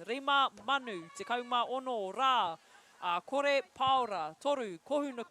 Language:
Māori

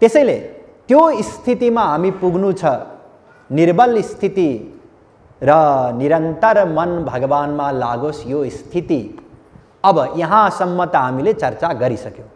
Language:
Nepali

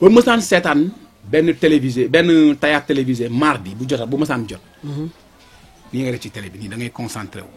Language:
Wolof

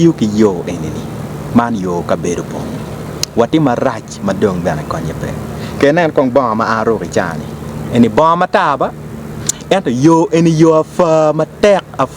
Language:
Acoli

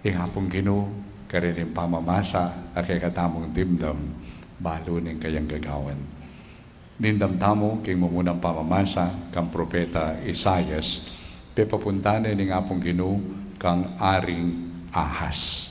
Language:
Pampanga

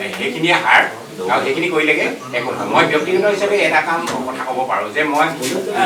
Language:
Assamese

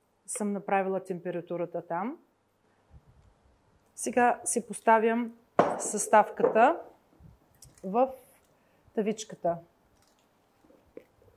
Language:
Bulgarian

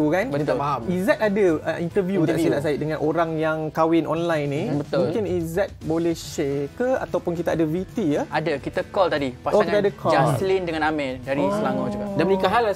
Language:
Malay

